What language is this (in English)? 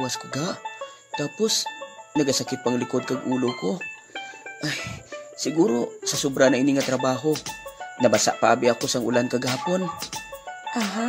Hiligaynon